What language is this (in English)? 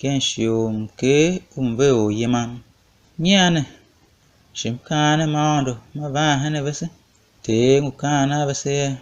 Tiv